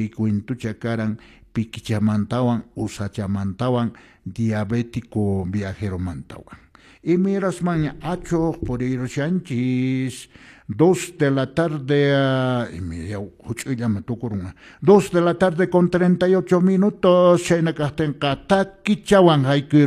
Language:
Quechua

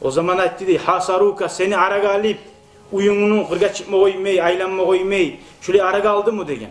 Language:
Kumyk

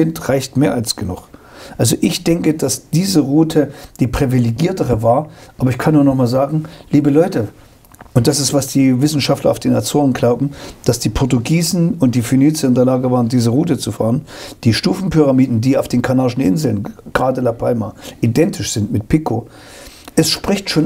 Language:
German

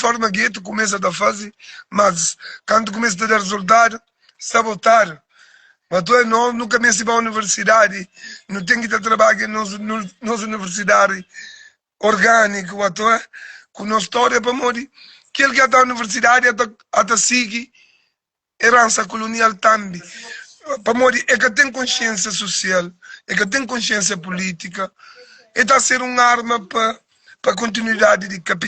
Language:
Kabuverdianu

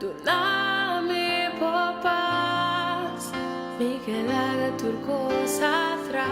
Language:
Papiamento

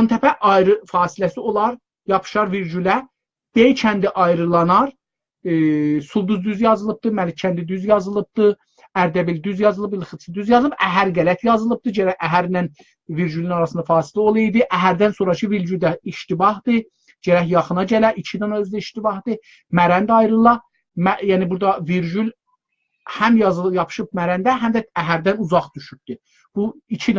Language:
South Azerbaijani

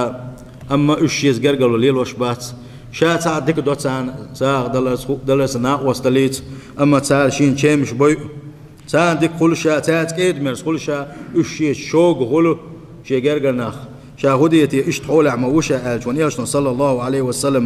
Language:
Chechen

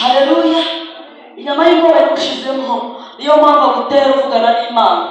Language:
Kinyarwanda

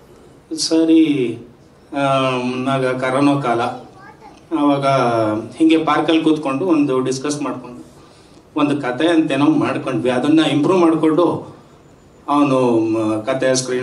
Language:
Kannada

